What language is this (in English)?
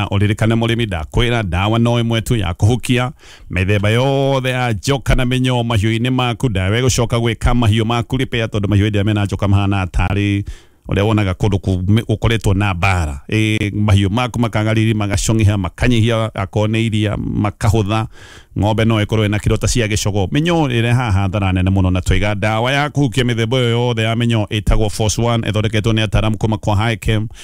Kikuyu